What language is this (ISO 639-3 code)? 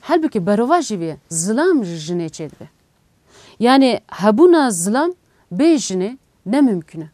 kur